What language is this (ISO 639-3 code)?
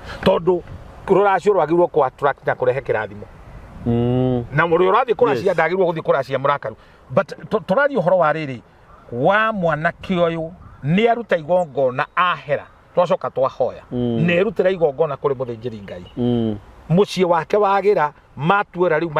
kik